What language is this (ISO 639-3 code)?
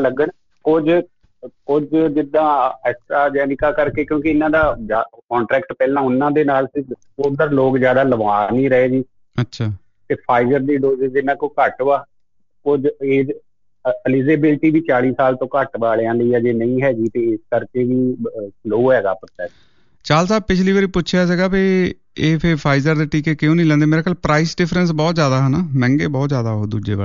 pan